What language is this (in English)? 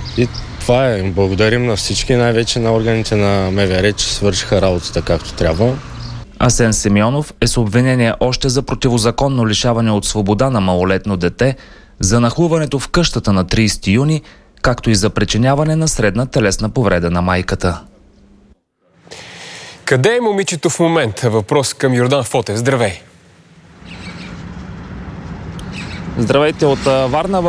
Bulgarian